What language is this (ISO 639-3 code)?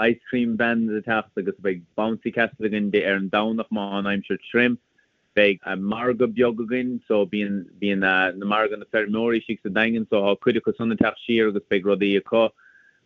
gle